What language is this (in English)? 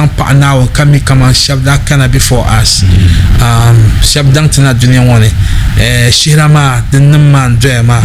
Dagbani